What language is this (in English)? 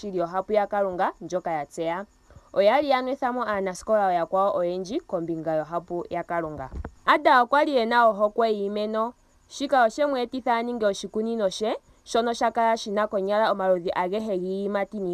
Ndonga